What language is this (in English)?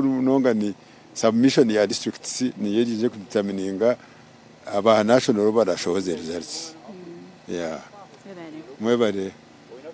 Nyankole